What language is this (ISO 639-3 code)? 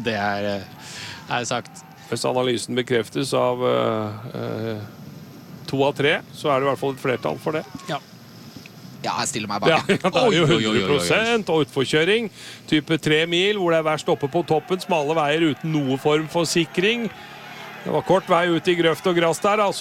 nor